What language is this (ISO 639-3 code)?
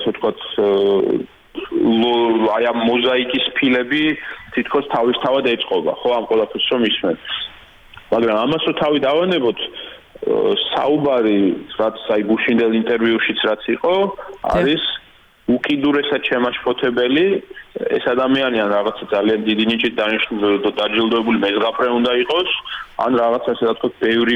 kat